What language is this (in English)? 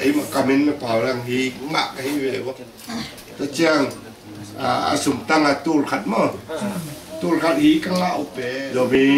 Tedim Chin